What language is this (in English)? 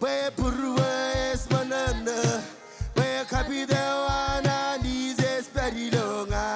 Marshallese